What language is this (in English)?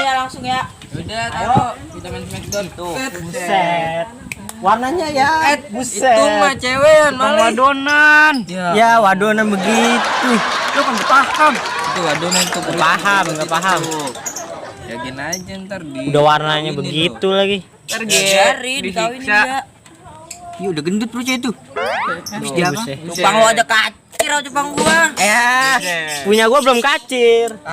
Betawi